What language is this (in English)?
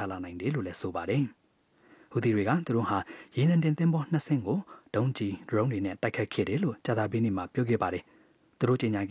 Burmese